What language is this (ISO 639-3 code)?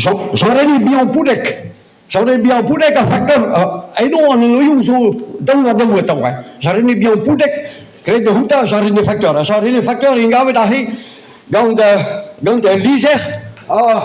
bre